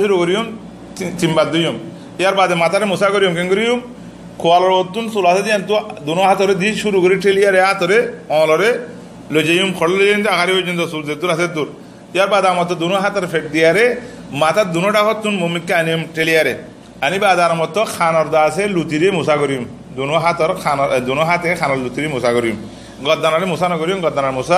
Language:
Rohingya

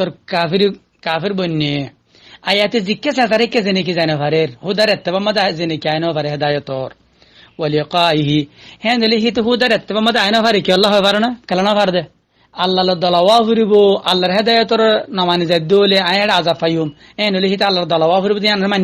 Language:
Rohingya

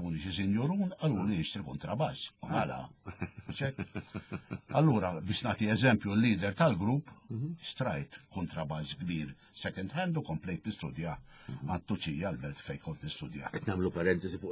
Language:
Maltese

